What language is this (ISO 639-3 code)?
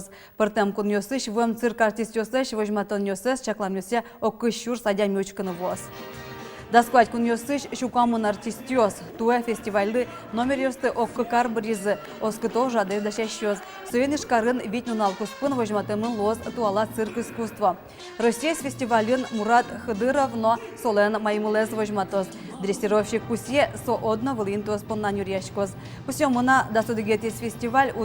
udm